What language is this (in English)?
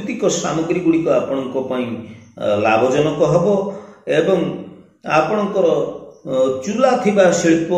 Odia